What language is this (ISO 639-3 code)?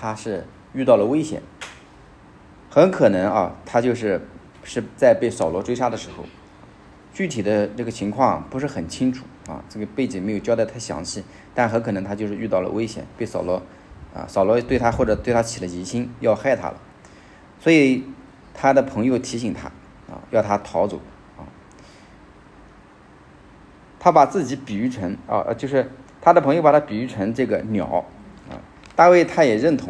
zho